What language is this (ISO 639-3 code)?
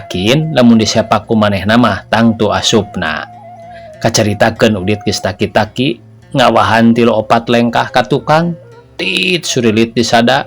sun